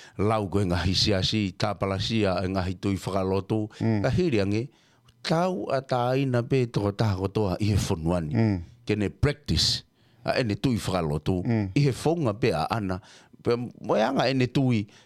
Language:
Tongan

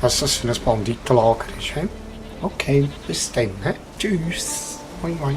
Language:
Swiss German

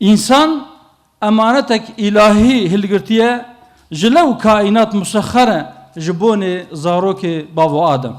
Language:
Kurdish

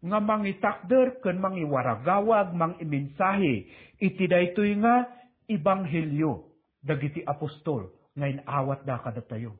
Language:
Iloko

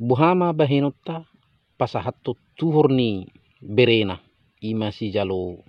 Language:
Batak Toba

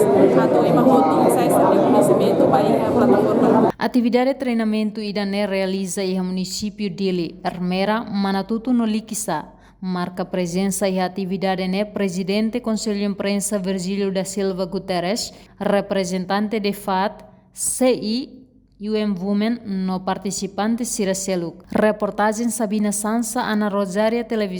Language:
Tetum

